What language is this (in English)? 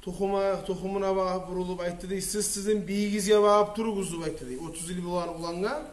Kumyk